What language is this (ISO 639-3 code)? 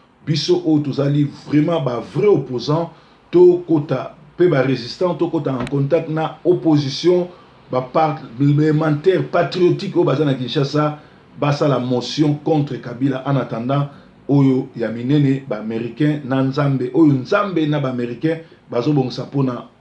lin